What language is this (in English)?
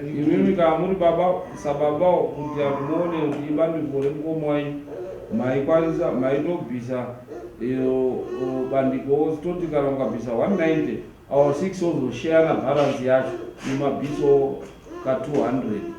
Shona